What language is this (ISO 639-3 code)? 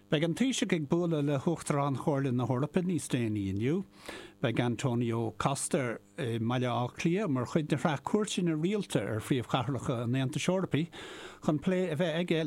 gle